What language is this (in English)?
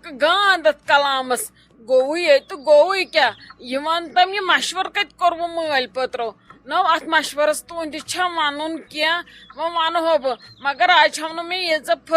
Kashmiri